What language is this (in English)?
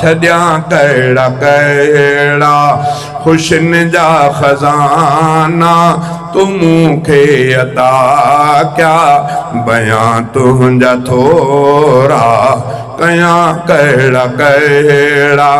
Sindhi